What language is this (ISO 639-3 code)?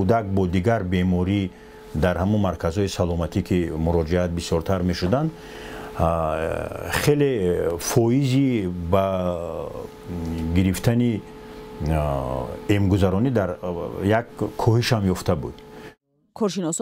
tgk